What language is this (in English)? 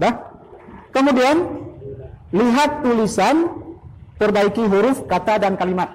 Achinese